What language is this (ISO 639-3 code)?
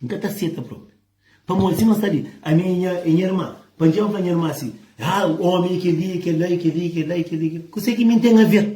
kea